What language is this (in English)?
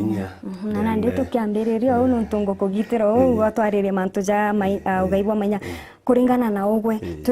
Meru